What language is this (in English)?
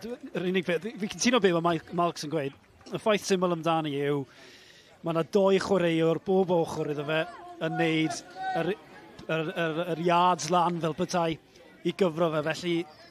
Welsh